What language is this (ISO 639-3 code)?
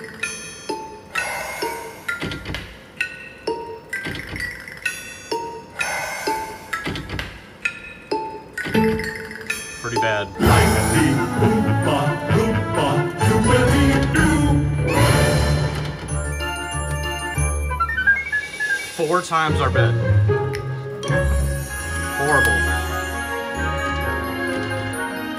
eng